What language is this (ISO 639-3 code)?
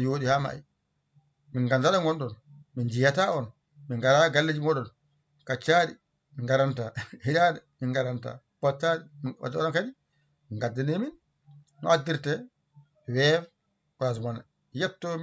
ful